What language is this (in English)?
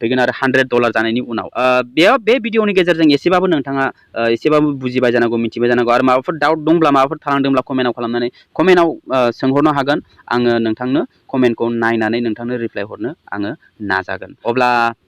Bodo